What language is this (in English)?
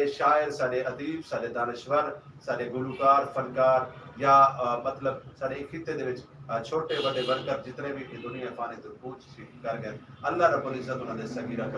Saraiki